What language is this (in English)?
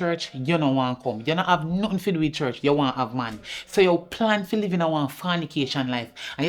Jamaican Creole English